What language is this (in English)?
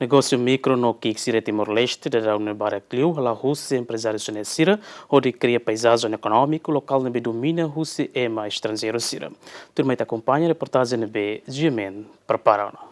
Tetum